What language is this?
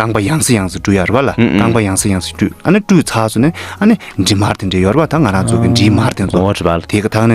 Tibetan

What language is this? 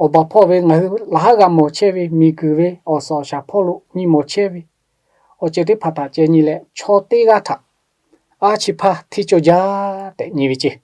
Lahu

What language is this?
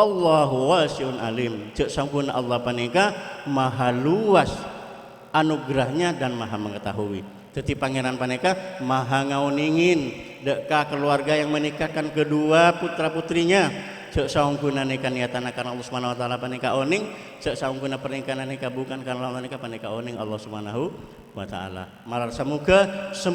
Madurese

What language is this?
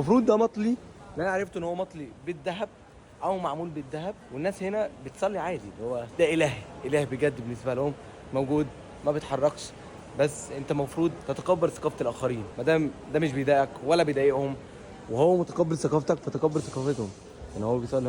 Egyptian Arabic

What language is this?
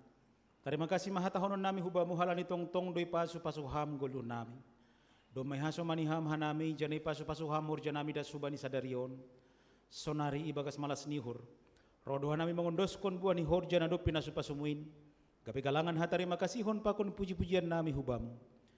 Batak Simalungun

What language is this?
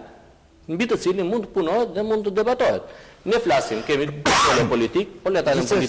Albanian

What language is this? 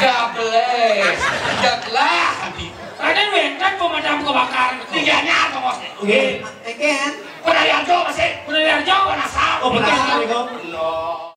Balinese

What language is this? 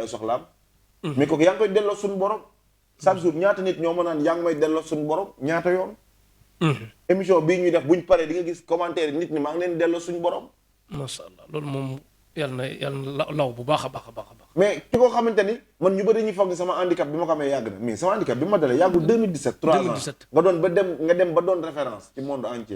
Wolof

